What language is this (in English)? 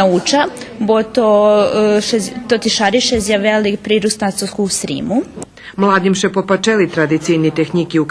Rusyn